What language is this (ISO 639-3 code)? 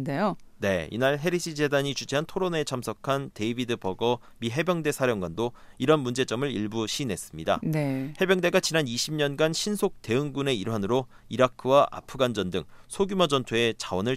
kor